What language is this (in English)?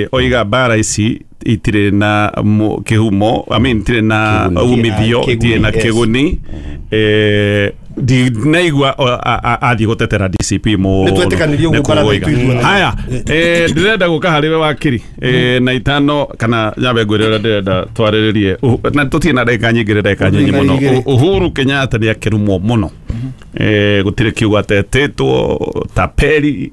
Kikuyu